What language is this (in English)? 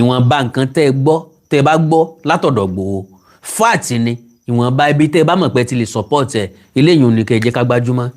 Yoruba